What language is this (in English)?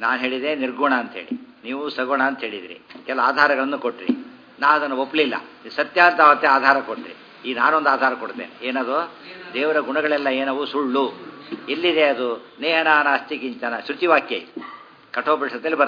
Kannada